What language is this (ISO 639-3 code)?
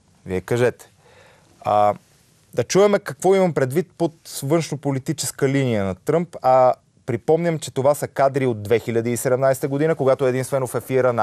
bul